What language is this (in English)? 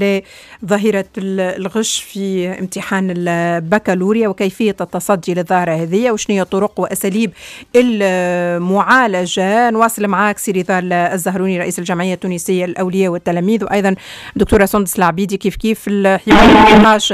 Tunisian Arabic